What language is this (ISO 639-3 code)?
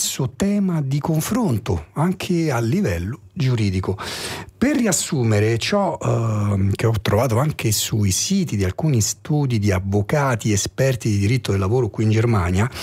ita